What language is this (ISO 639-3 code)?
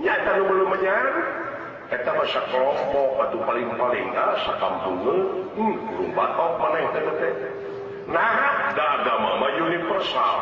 sun